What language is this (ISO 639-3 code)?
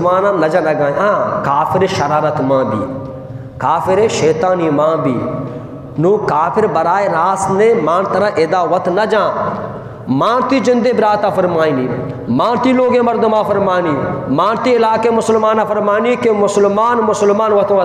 bgp